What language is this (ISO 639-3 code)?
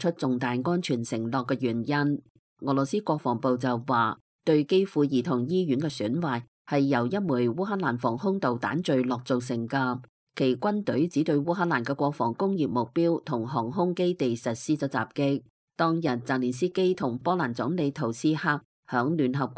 yue